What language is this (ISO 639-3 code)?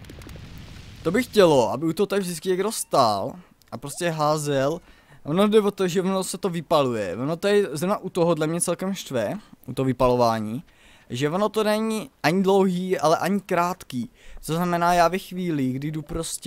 ces